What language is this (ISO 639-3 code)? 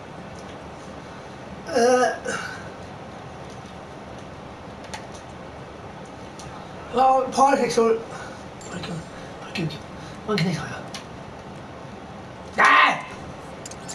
swe